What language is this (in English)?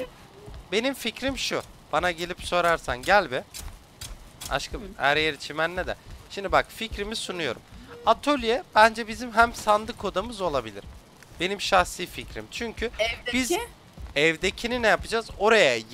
Turkish